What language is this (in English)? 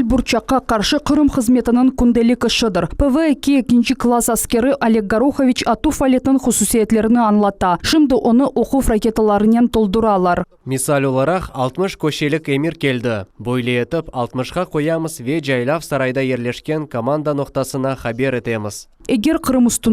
Crimean Tatar